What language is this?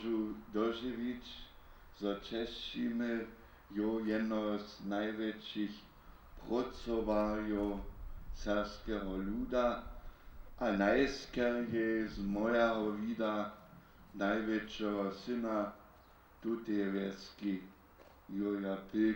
Upper Sorbian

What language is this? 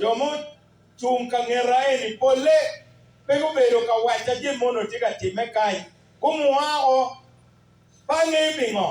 Acoli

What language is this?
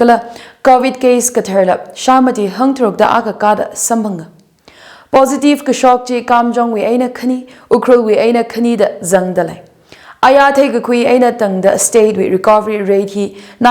Tangkhul Naga (India)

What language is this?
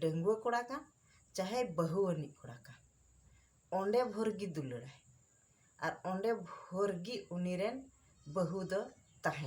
Santali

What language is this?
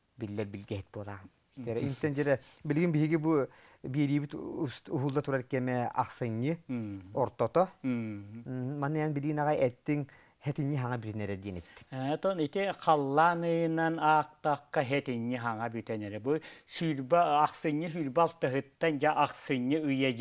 Yakut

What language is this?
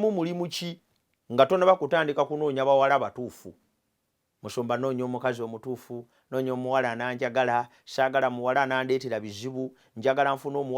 Ganda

